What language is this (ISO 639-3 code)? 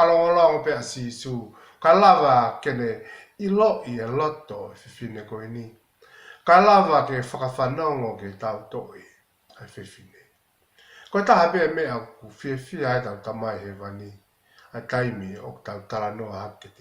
ton